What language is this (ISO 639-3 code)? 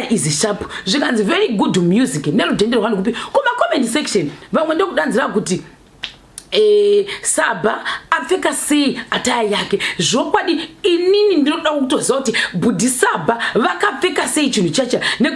sna